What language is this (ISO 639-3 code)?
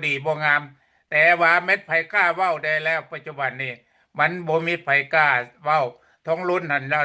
lao